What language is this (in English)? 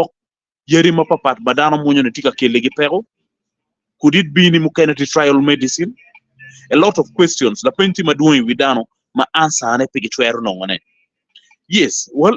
Acoli